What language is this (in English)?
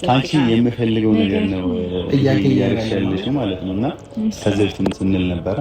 Amharic